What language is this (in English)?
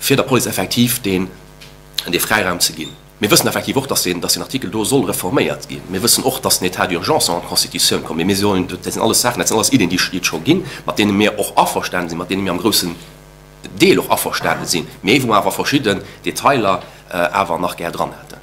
Luxembourgish